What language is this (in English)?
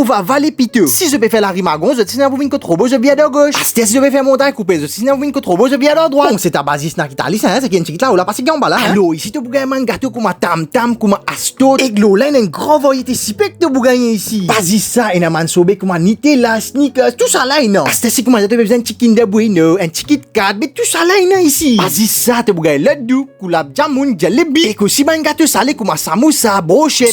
Morisyen